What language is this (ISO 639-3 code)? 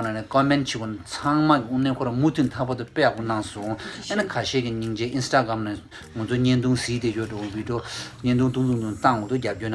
bod